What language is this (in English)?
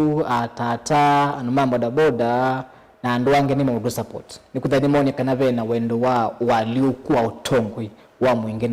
Kamba